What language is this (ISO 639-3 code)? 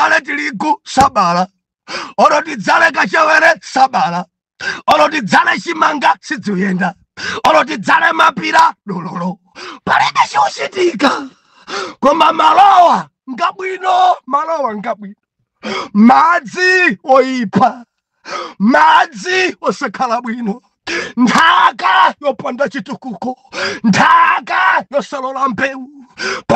nya